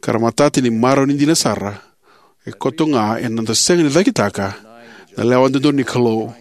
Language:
Fijian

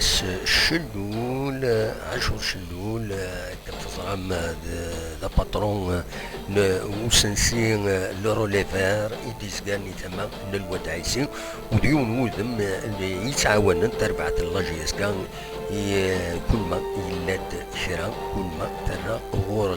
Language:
Kabyle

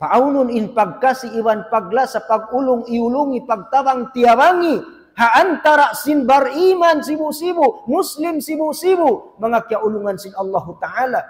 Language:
Tausug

